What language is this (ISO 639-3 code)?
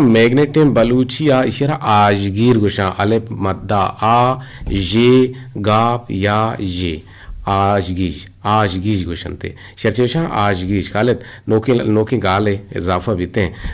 bgp